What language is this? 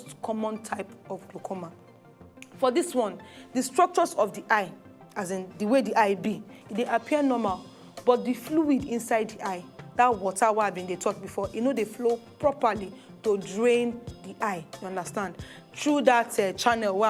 Nigerian Pidgin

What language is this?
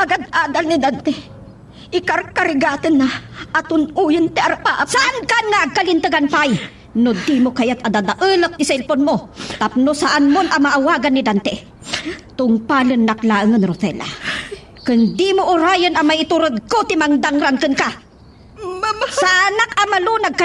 Iloko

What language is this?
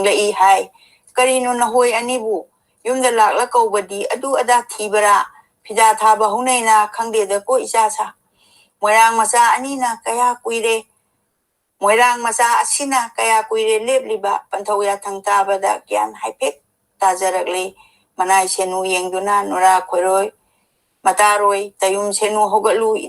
Manipuri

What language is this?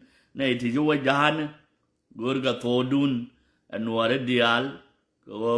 Nuer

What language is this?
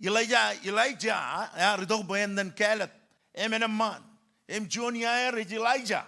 Marshallese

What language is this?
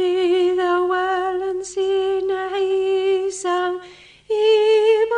Kabyle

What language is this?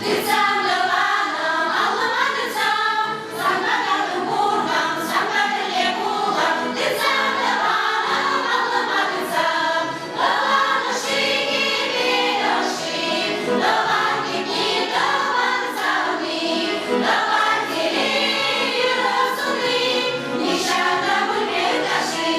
Chuvash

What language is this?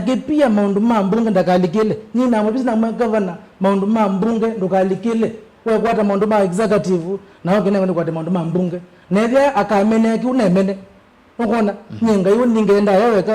Kamba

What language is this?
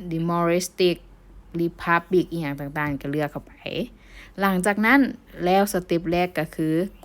Lao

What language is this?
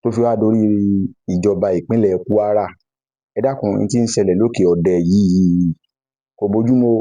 Yoruba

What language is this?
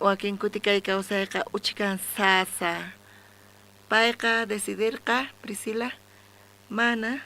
South Bolivian Quechua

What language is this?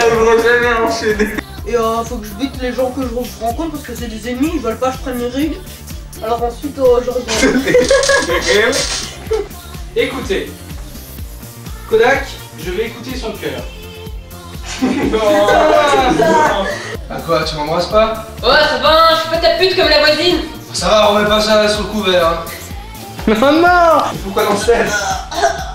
French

